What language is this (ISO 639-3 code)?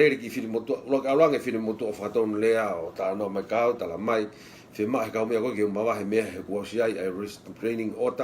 ton